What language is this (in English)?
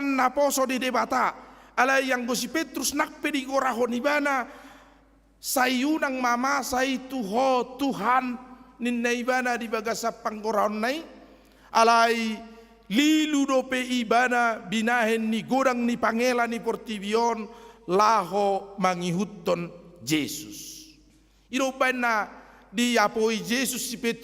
Batak Toba